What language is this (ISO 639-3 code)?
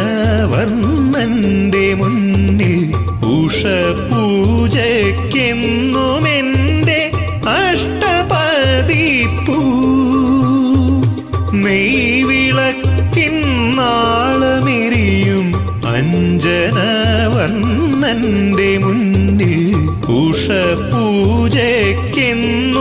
mal